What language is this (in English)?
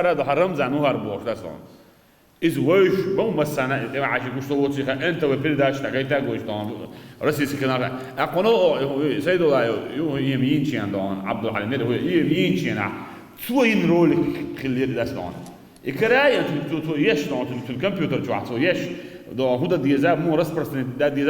Chechen